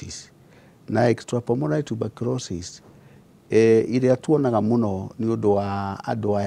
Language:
Kikuyu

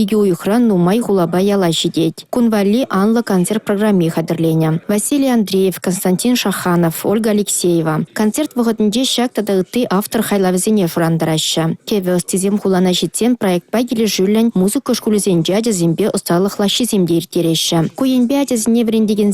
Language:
Chuvash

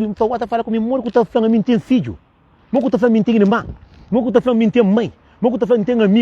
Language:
Kabuverdianu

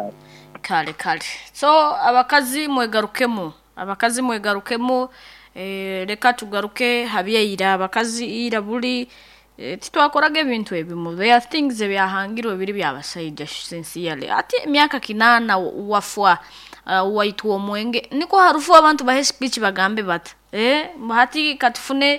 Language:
Nyankole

